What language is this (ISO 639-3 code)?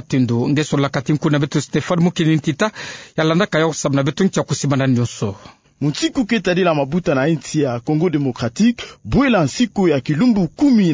ktu